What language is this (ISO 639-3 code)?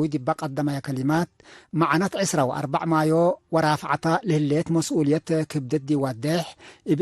tig